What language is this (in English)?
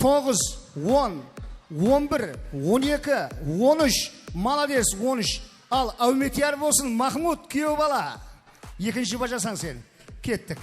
Kara-Kalpak